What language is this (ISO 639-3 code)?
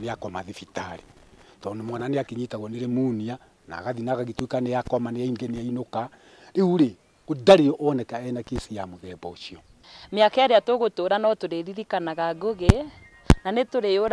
kik